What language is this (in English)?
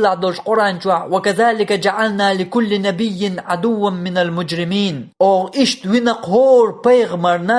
Chechen